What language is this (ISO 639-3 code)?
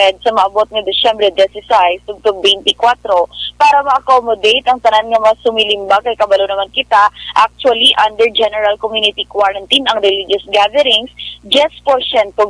hil